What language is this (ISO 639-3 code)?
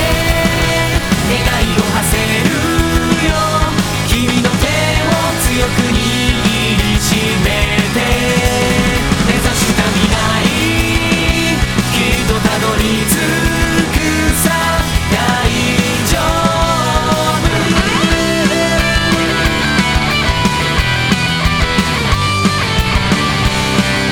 jpn